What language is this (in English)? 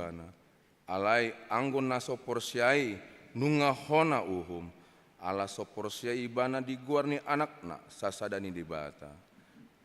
Batak Toba